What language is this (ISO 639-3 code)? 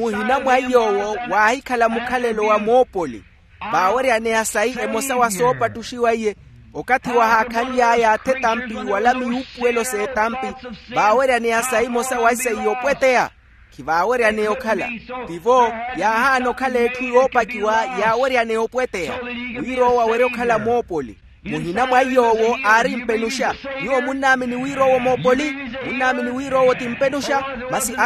vmw